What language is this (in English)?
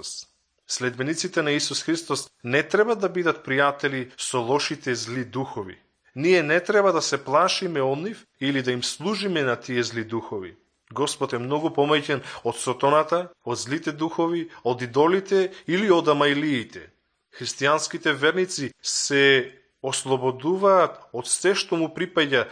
Macedonian